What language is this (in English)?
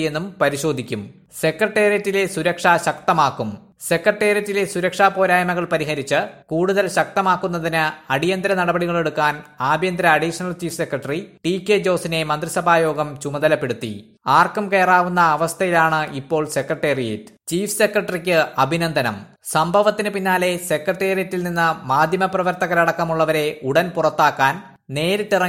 Malayalam